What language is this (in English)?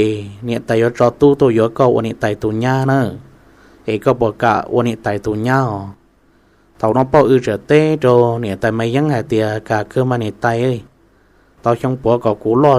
Hmong